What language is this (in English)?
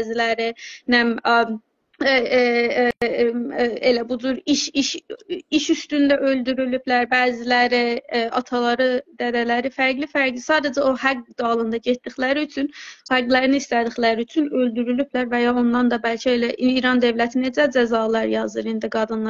South Azerbaijani